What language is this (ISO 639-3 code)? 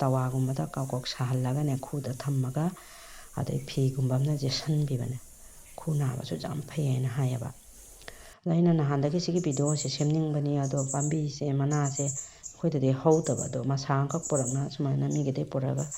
mni